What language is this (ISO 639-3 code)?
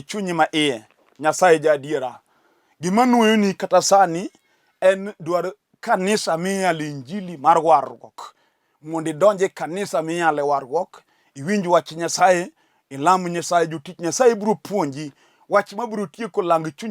luo